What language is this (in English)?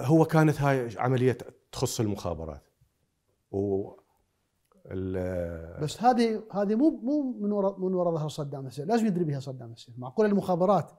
Mesopotamian Arabic